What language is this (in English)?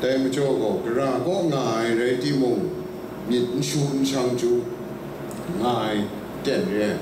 Kachin